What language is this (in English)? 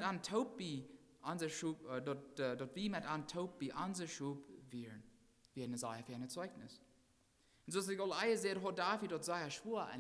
Plautdietsch